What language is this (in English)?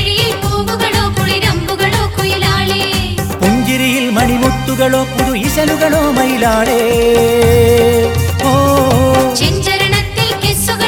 Malayalam